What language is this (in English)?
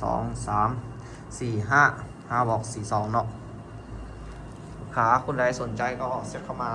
Lao